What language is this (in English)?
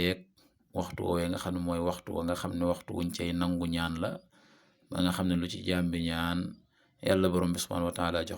Wolof